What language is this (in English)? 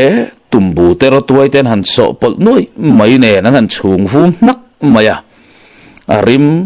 Mizo